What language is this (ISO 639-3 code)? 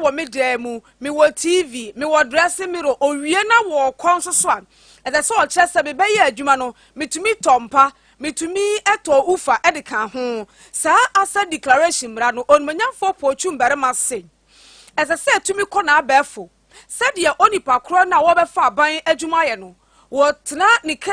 aka